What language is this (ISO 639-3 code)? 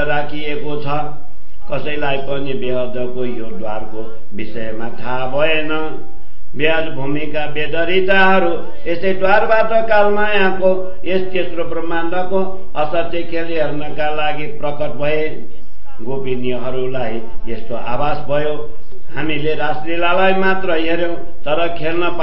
nep